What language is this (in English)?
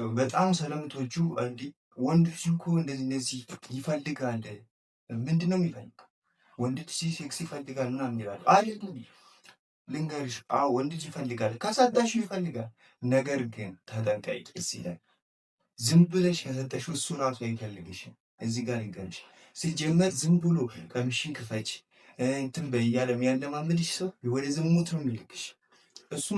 Amharic